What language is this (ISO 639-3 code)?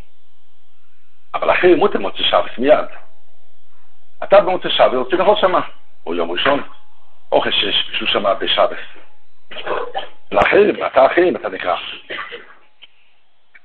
heb